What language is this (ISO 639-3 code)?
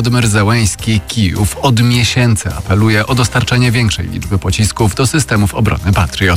pol